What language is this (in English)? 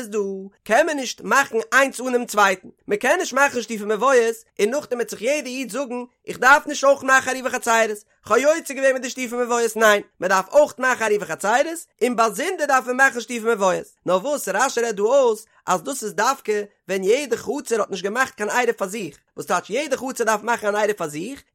Yiddish